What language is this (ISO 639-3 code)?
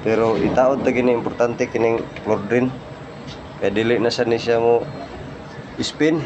ceb